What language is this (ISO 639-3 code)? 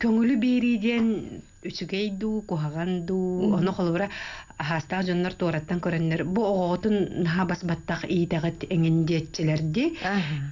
sah